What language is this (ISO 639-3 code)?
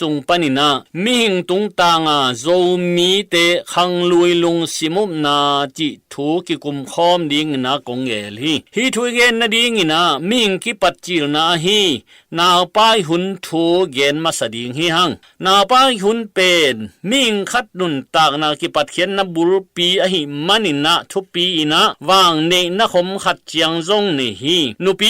ctd